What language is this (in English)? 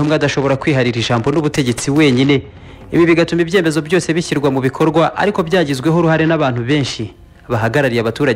Kinyarwanda